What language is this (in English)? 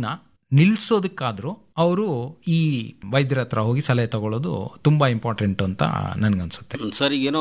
Kannada